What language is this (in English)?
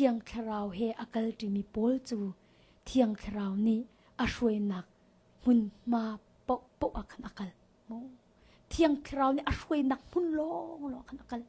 Hakha Chin